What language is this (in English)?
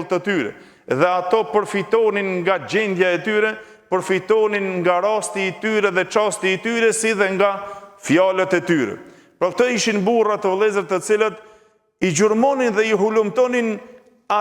Albanian